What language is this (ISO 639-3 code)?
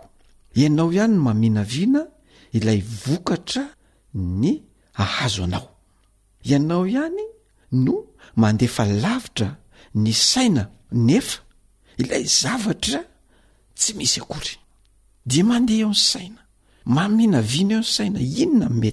mlg